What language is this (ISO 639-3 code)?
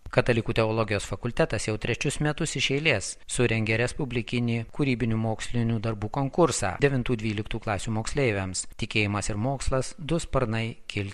lit